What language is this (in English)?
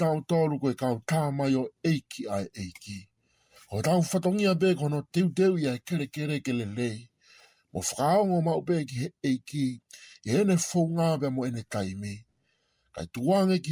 Tongan